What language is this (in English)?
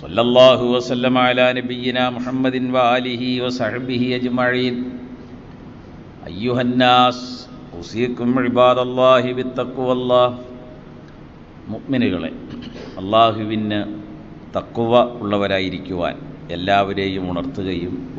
Malayalam